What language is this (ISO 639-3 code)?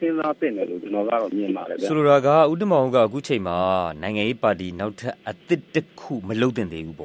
mya